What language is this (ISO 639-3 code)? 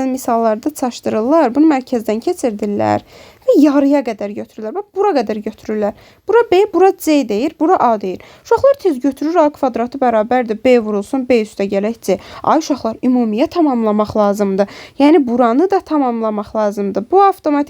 aze